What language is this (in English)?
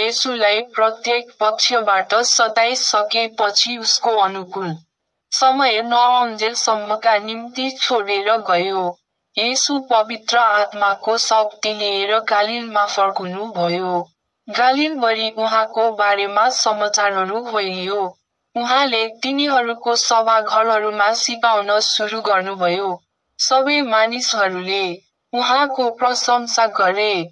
Nepali